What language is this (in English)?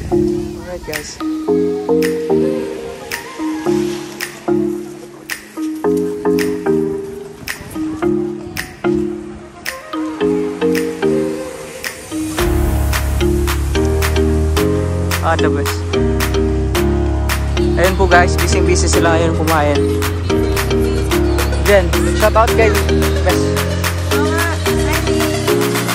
Filipino